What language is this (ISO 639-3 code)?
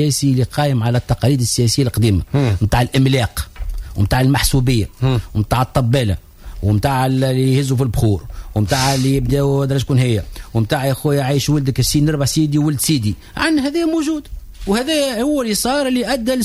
aeb